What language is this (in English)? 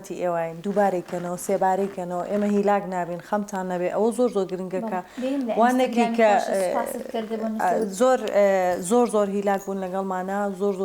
Central Kurdish